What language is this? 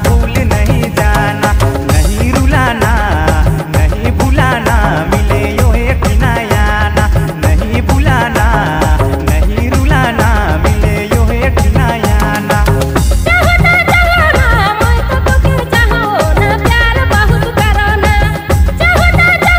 Bhojpuri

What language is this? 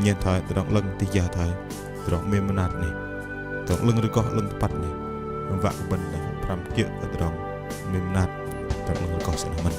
Bahnar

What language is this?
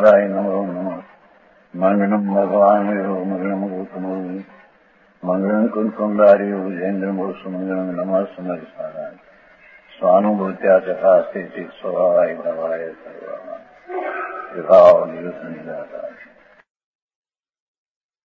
Gujarati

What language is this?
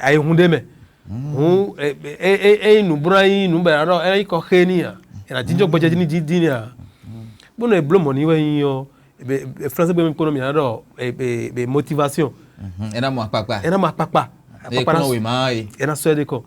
Fon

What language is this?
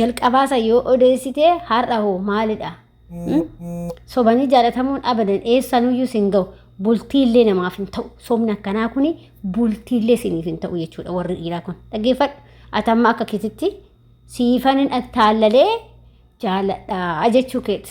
Oromo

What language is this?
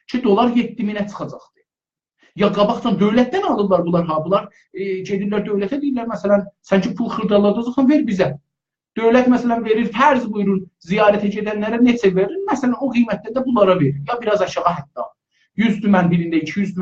South Azerbaijani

